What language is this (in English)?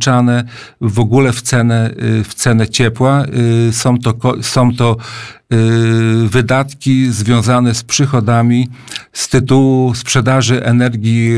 Polish